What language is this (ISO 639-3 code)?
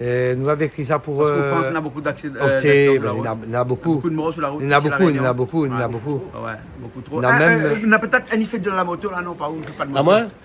rcf